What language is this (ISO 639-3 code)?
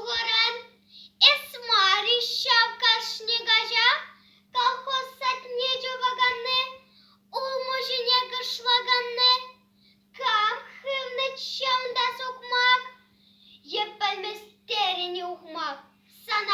chv